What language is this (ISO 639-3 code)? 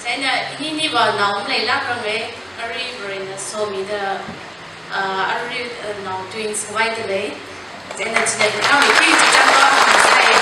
nmf